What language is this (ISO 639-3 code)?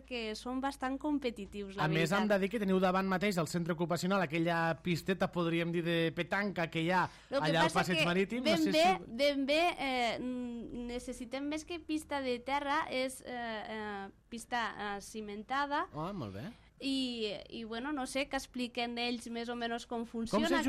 cat